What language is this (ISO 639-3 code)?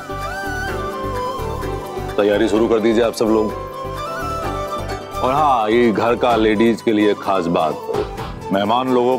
hin